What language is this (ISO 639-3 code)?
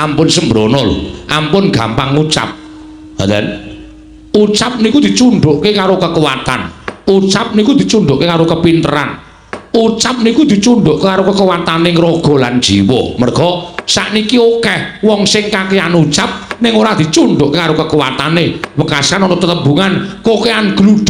jav